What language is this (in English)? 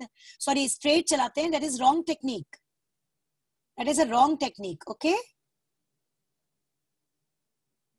Hindi